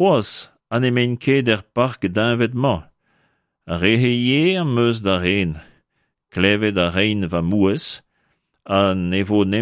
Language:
Breton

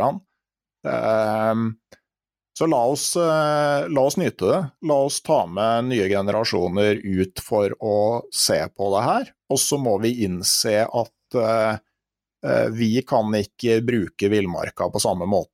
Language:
Norwegian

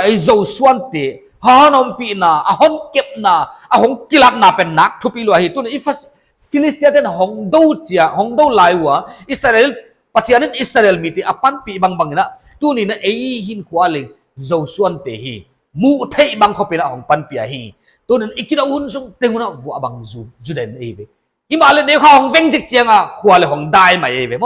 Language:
Paite Chin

